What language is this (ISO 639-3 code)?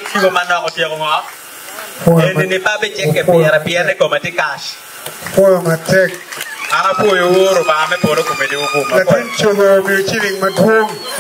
ach